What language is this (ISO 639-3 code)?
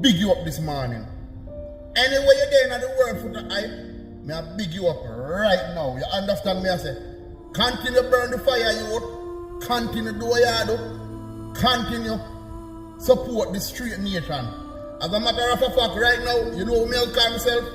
jam